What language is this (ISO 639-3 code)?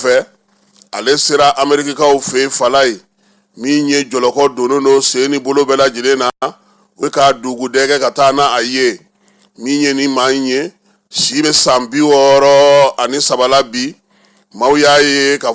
bam